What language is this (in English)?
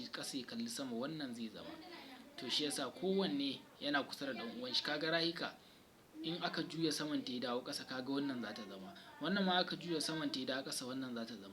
Hausa